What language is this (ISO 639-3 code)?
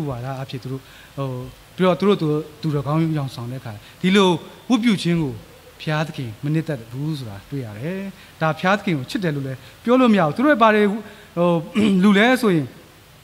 mya